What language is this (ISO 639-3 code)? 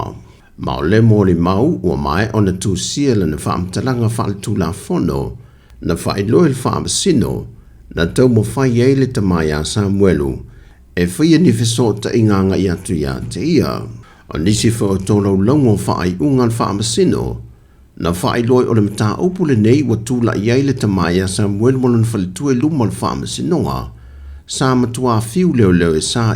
smo